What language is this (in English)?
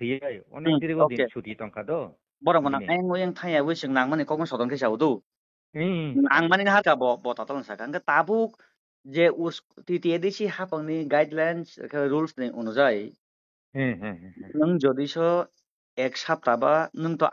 Kok Borok